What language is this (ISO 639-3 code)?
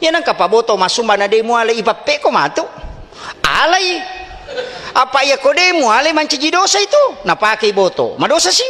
bug